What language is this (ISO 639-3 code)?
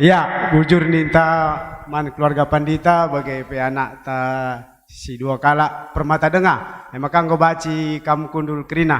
btx